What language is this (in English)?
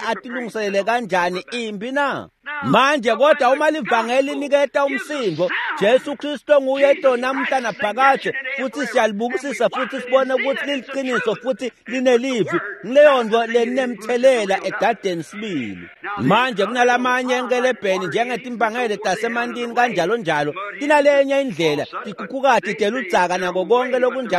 Swati